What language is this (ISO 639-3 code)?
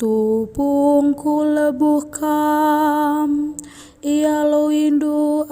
btx